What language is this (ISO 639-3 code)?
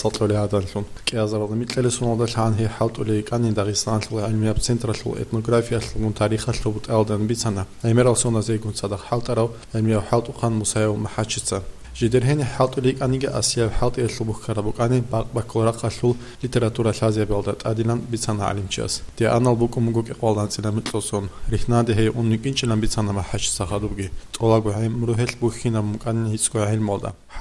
ava